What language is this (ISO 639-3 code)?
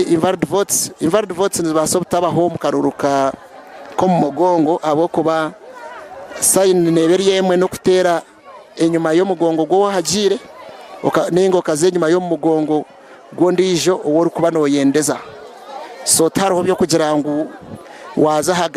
nyn